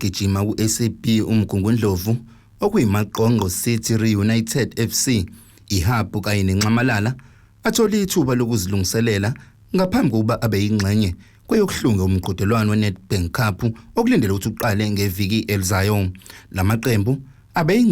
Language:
Zulu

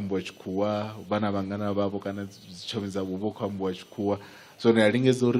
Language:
Venda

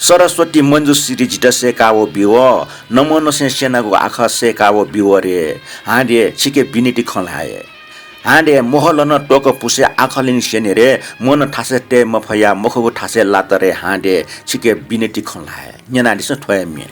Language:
Newari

